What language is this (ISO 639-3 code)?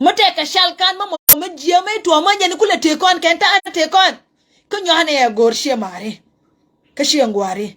nus